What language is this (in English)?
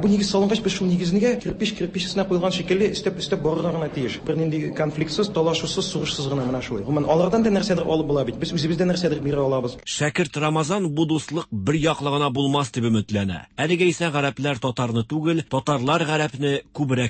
Tatar